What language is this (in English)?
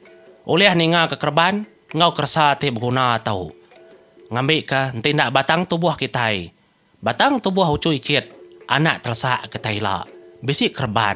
Iban